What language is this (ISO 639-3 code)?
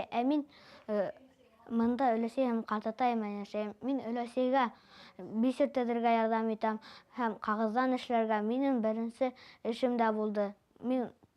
bak